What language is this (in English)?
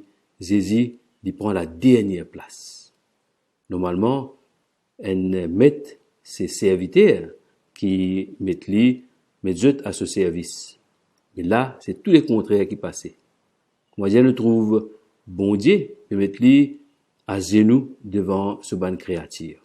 Morisyen